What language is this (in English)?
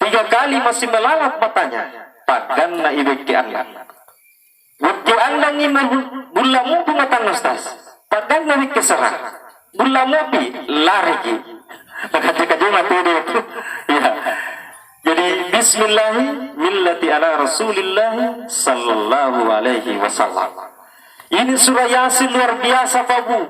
Buginese